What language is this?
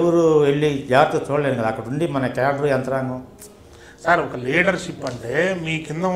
Telugu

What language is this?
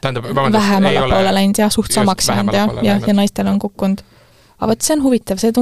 Estonian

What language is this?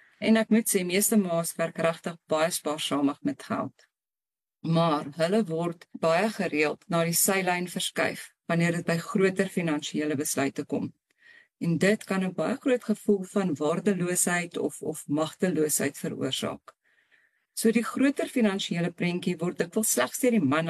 Afrikaans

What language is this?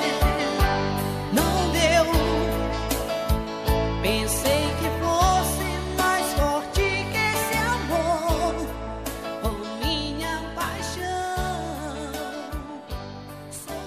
Portuguese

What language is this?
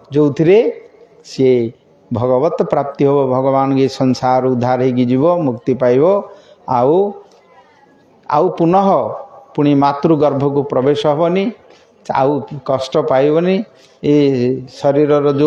Odia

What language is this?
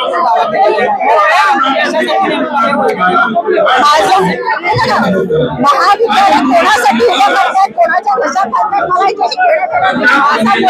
Marathi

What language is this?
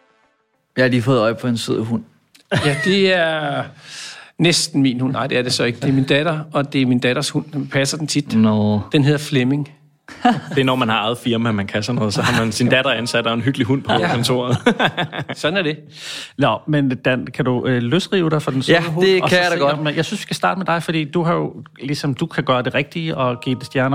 Danish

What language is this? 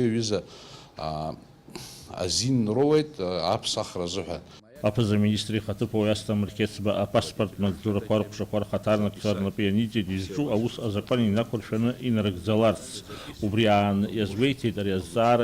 Abkhazian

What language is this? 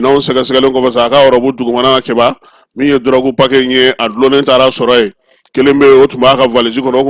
Bambara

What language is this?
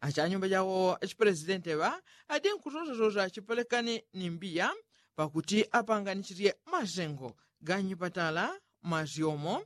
Yao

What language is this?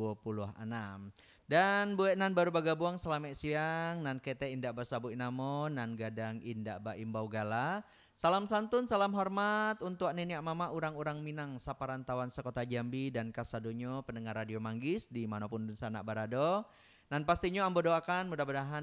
Minangkabau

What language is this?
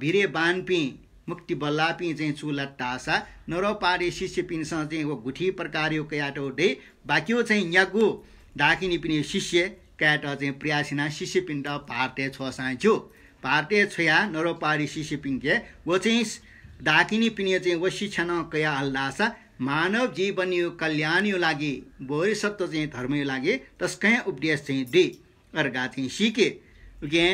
Newari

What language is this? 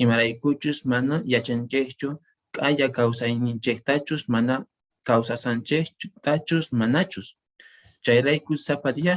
Quechua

